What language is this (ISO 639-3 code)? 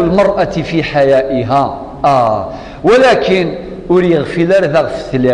kab